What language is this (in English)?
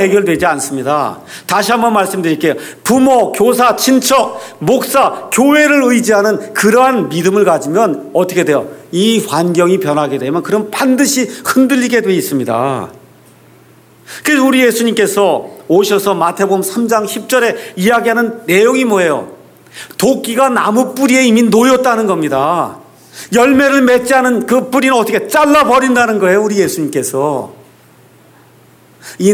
Korean